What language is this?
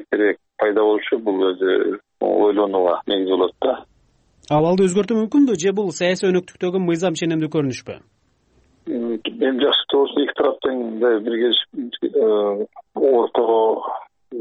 Kyrgyz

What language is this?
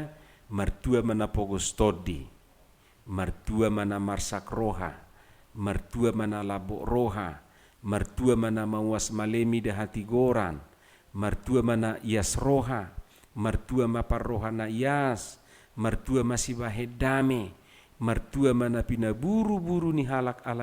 Batak Toba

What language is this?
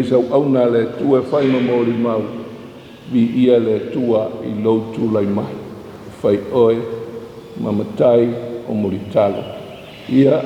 Samoan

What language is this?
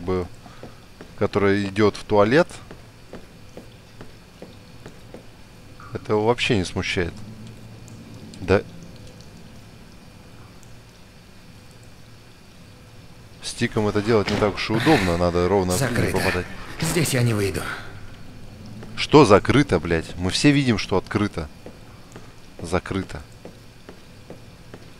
Russian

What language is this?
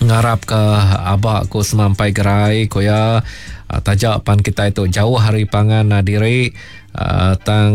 Iban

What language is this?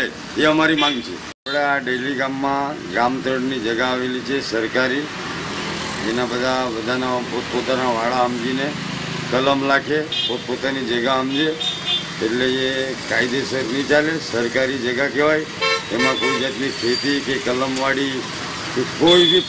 Gujarati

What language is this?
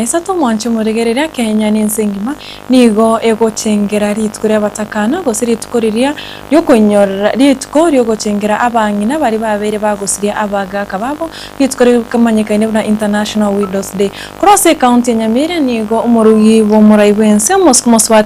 Gusii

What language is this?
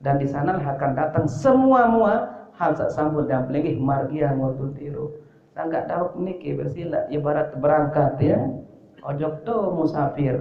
Sasak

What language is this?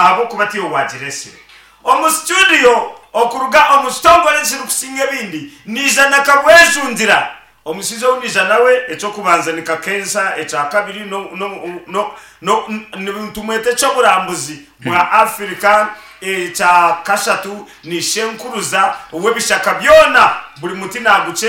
Nyankole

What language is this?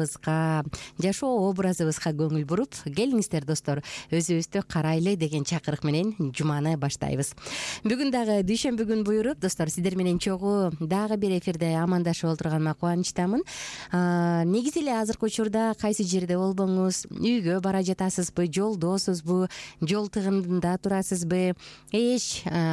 Kyrgyz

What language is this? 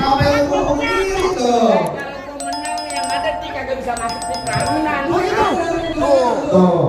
Betawi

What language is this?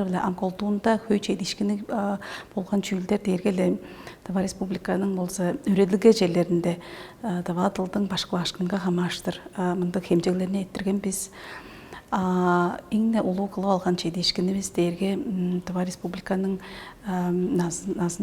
Tuvinian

